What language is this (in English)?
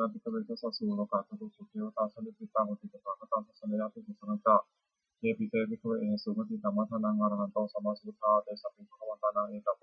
Pali